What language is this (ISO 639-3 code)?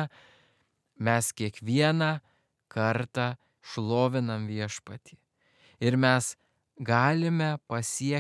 lit